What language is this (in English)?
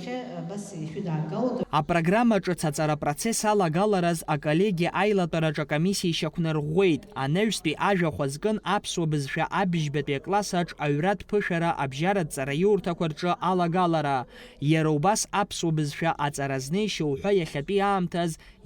Abkhazian